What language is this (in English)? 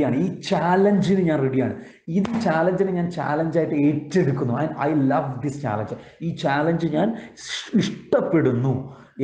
Malayalam